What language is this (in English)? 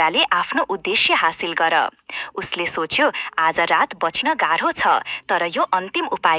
Nepali